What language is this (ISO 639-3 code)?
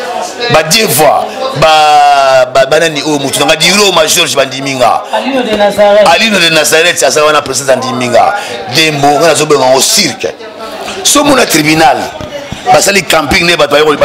lin